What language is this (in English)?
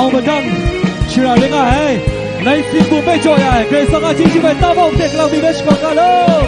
Kachin